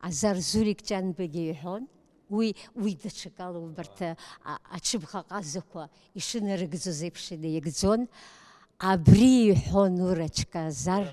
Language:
Abkhazian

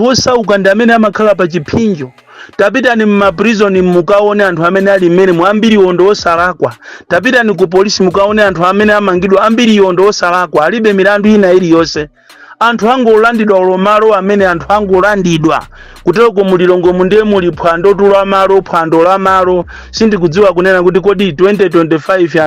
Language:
Nyanja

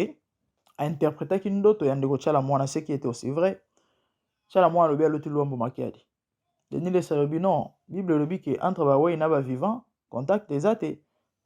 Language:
Lingala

